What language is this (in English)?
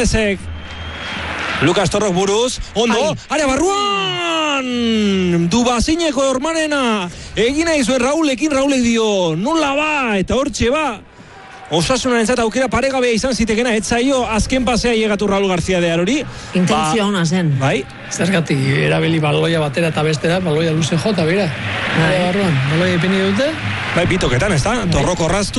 Basque